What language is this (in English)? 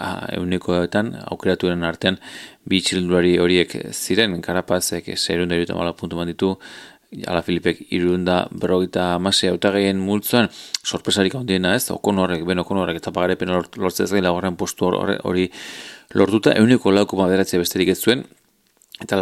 Basque